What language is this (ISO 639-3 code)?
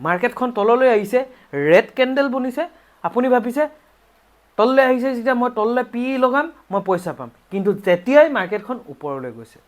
asm